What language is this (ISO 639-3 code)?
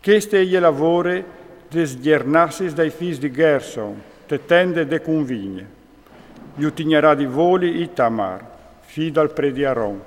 fur